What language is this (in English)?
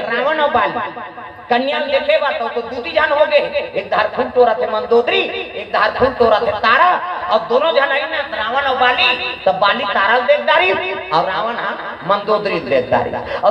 Chhattisgarhi